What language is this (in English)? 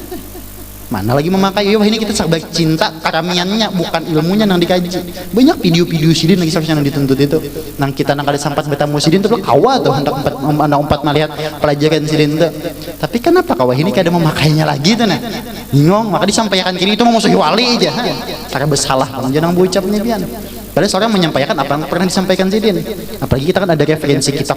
Banjar